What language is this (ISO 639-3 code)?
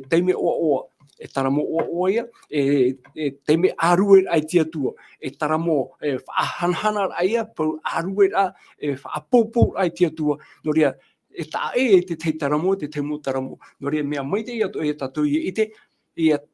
tah